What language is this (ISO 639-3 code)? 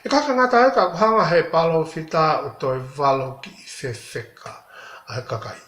ton